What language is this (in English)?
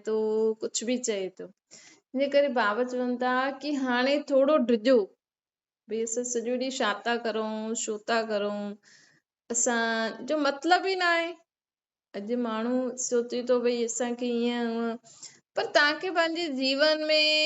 Sindhi